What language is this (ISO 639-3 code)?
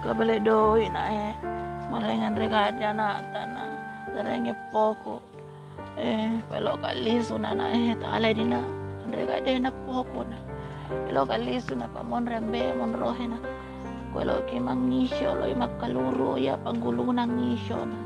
bug